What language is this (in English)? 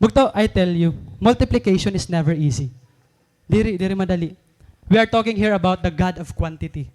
Waray